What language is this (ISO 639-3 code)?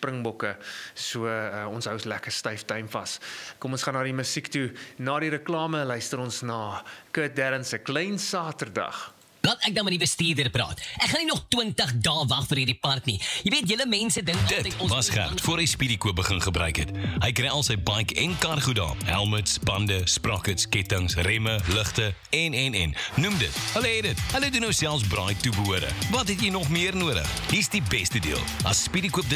afr